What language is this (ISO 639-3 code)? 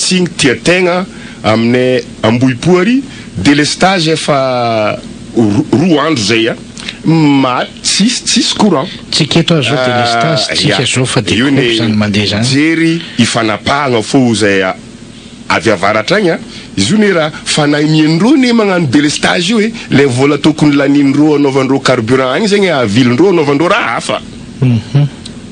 mlg